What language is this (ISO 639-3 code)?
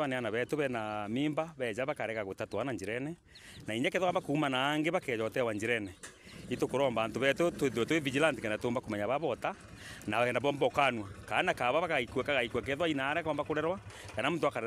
mer